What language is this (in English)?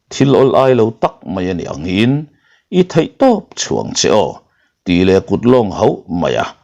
Mizo